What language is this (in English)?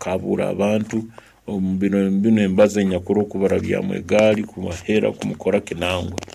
Nyankole